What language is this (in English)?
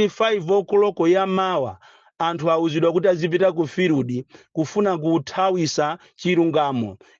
Nyanja